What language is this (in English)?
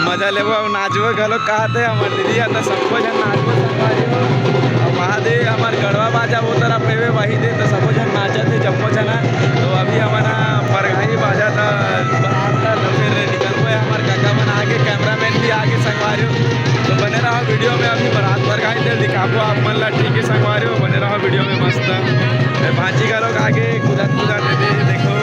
Chhattisgarhi